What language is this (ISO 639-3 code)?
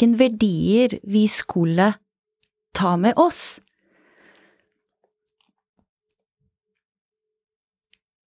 nor